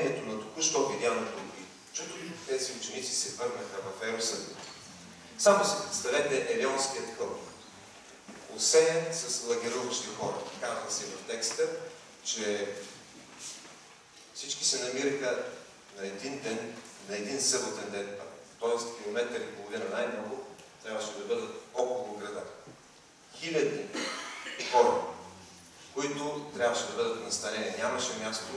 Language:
Bulgarian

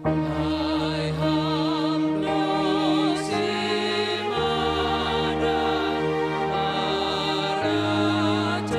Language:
Batak Simalungun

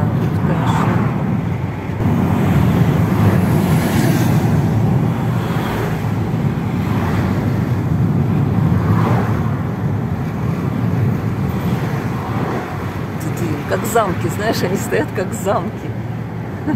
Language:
Russian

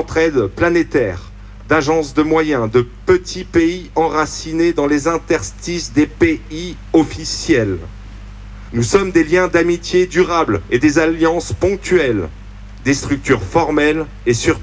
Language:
French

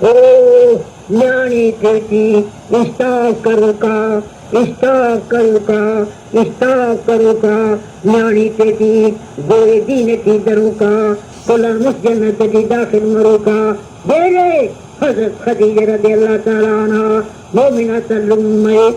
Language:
Brahui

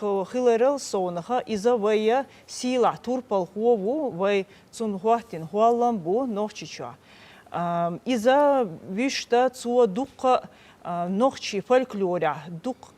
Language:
Chechen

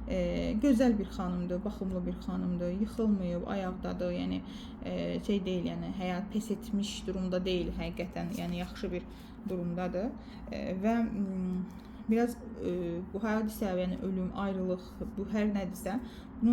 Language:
Azerbaijani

